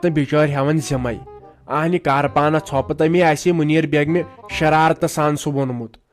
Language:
Kashmiri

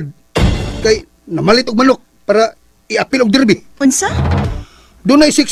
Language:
Cebuano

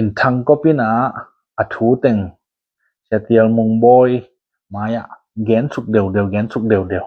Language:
Tedim Chin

